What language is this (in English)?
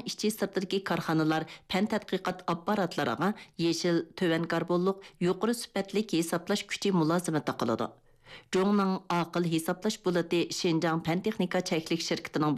Uyghur